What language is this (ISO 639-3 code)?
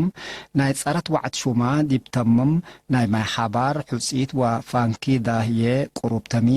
tig